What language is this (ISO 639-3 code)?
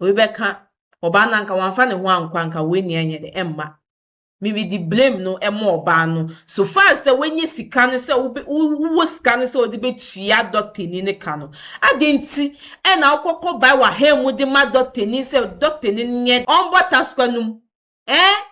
aka